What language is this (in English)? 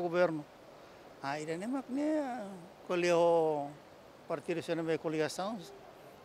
Tetum